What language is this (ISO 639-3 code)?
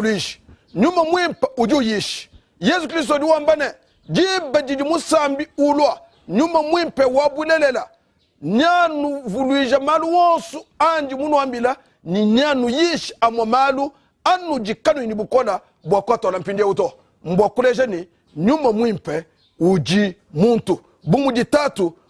lua